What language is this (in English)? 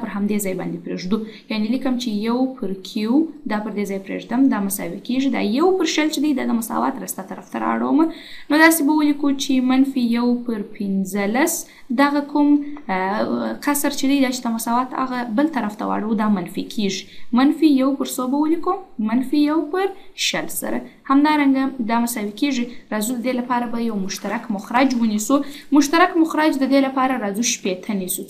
Pashto